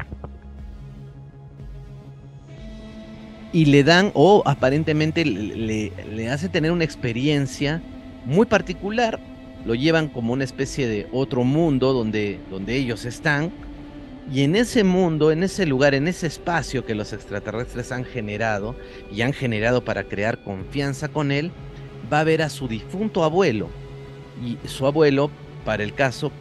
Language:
Spanish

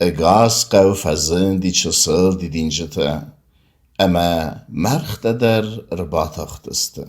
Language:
Ossetic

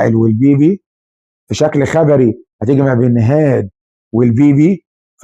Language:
Egyptian Arabic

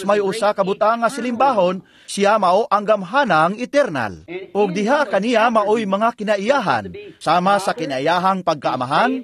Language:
Cebuano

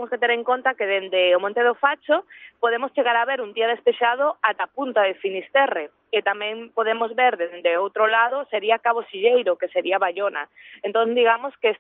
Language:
Galician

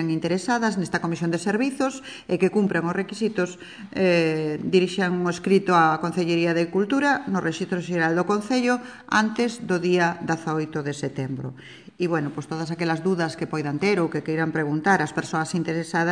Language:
Galician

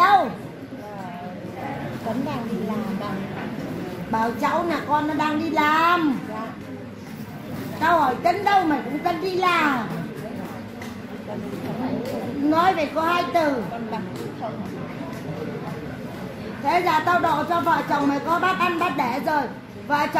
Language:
Vietnamese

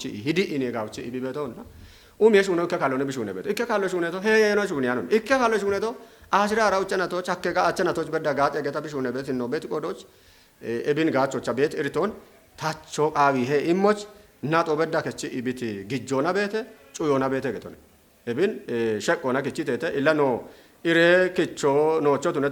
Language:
Kafa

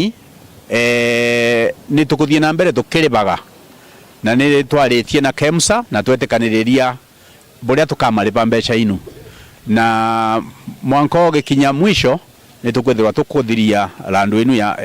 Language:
Meru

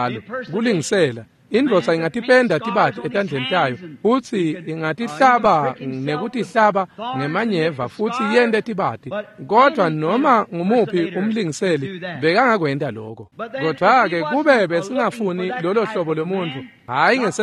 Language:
Swati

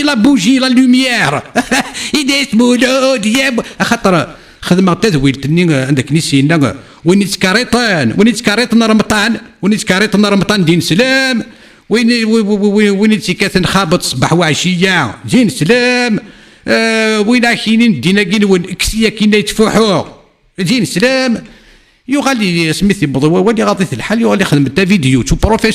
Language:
Kabyle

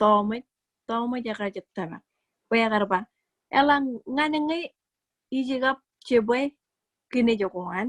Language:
Marshallese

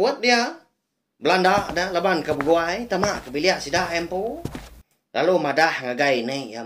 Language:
Iban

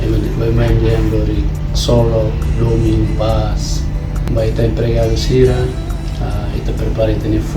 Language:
Tetum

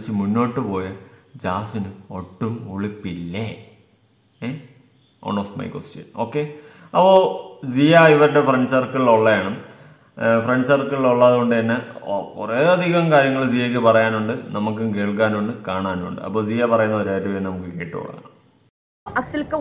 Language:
Malayalam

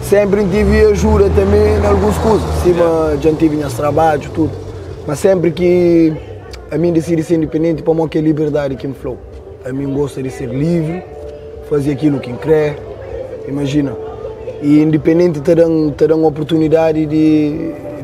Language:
Kabuverdianu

